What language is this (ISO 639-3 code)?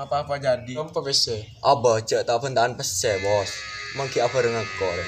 mad